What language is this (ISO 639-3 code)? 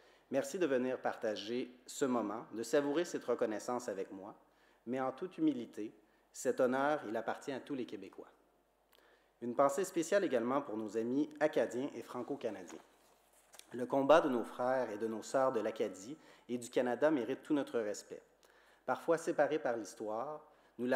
fra